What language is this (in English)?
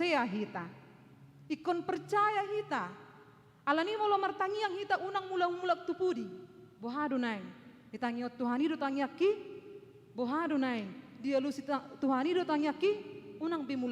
Batak Toba